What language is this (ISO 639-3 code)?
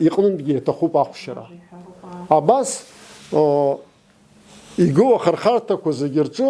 abk